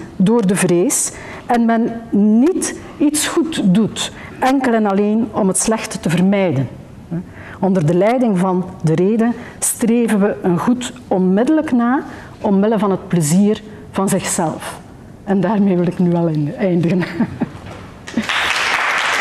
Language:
Dutch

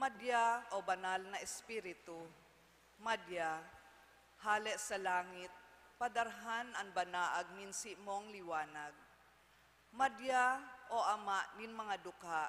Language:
Bikol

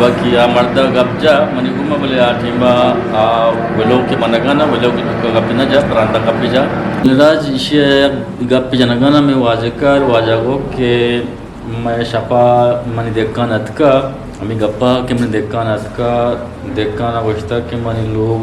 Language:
Eastern Balochi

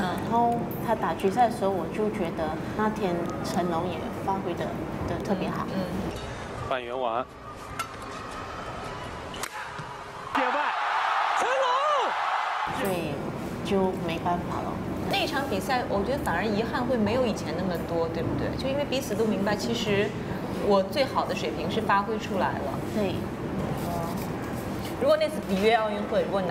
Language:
Chinese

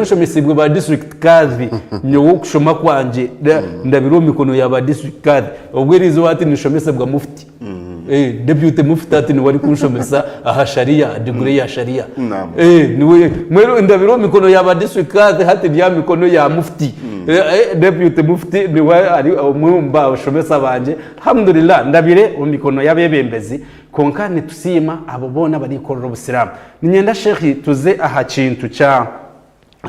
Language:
Nyankole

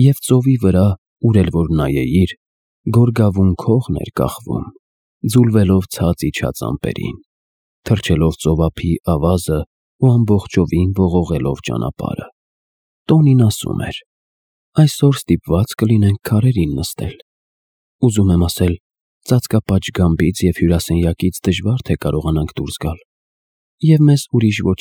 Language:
Armenian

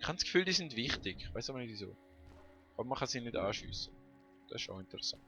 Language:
Swiss German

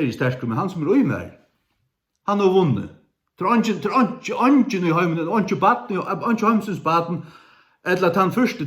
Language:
Faroese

